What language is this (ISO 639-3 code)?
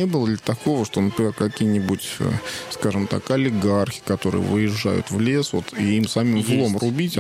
rus